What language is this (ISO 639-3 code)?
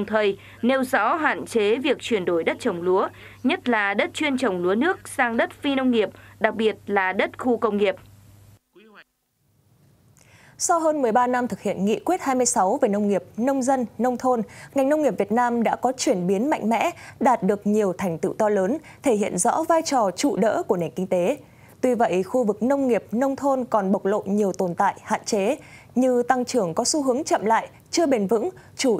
vie